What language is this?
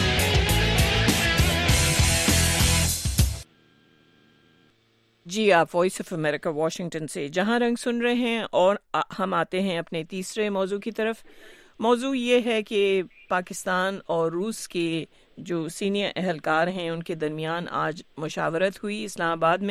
Urdu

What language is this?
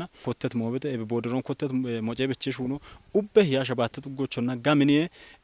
Kafa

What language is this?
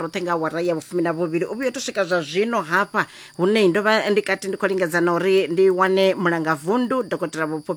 Venda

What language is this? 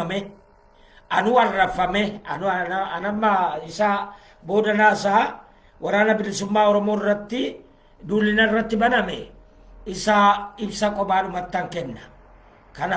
Oromo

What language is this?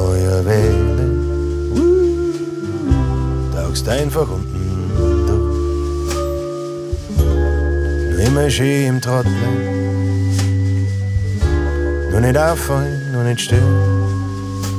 German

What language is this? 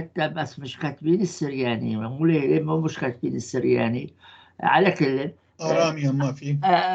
North Levantine Arabic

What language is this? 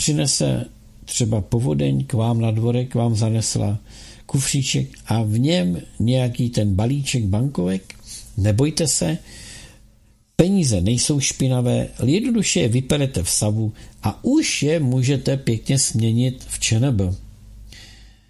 Czech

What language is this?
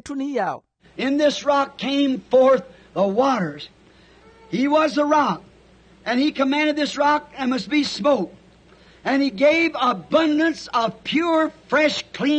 Makhuwa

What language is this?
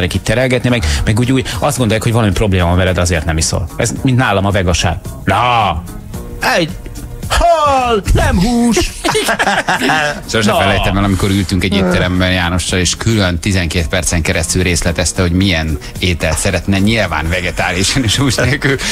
Hungarian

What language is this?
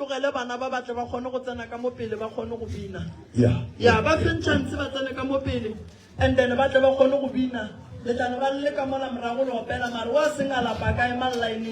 Northern Sotho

